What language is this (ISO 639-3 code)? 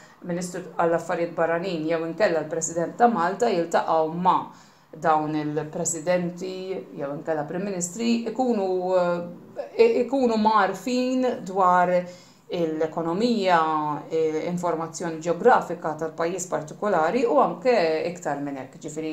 mlt